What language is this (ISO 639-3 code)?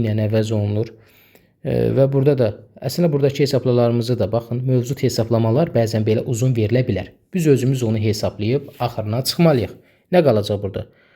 aze